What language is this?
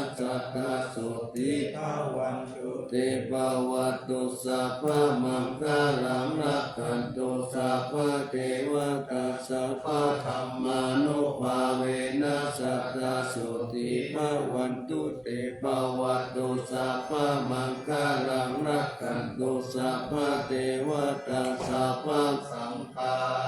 Pali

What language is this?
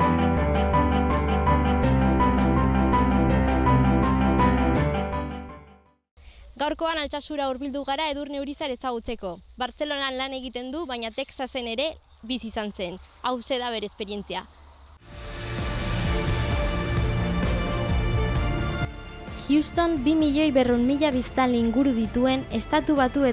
Basque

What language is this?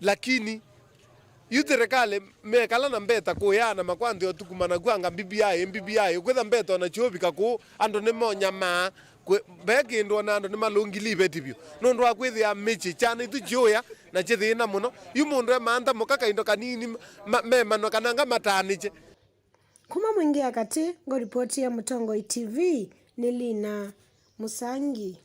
Kamba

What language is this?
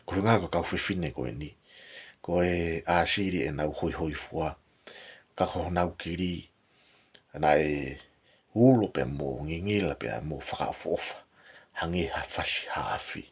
Tongan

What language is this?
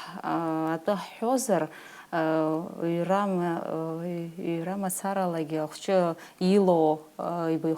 Abkhazian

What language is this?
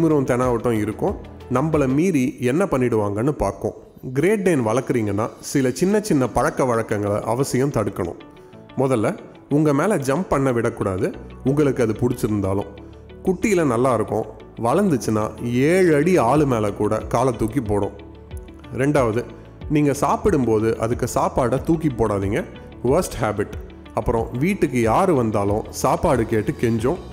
Tamil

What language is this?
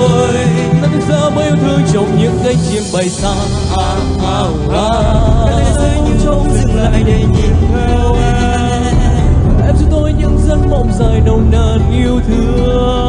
Vietnamese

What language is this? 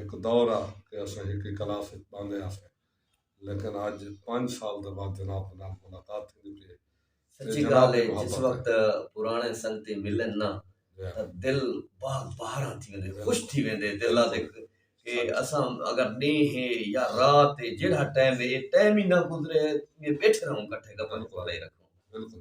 Saraiki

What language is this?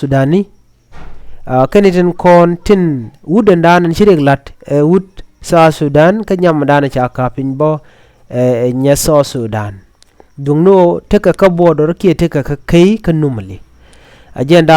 Nuer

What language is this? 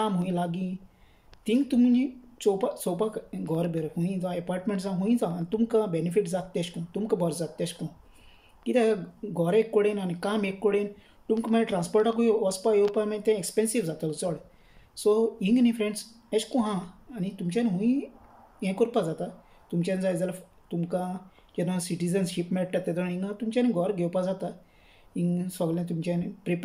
Konkani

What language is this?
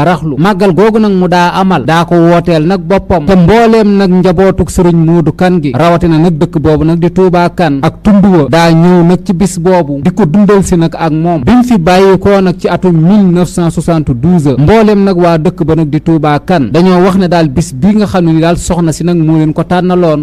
Wolof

